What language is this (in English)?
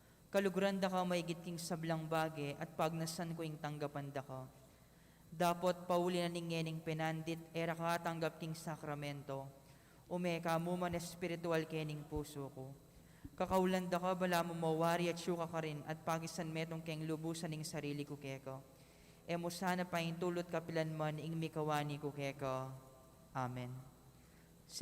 Pampanga